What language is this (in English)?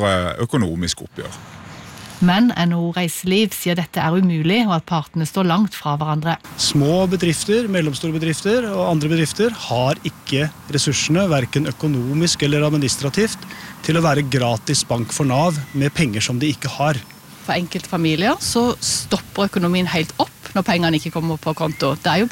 Norwegian